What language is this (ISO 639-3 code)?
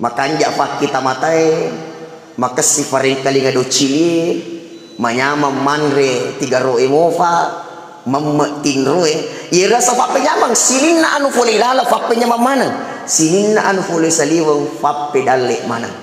bug